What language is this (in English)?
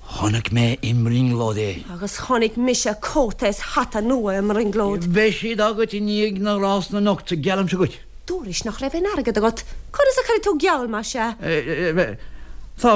Irish